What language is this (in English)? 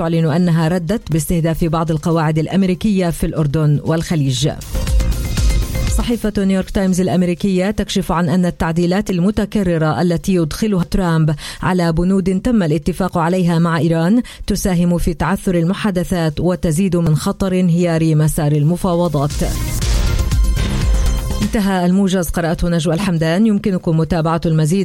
Arabic